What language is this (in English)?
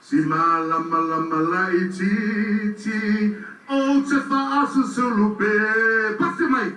Samoan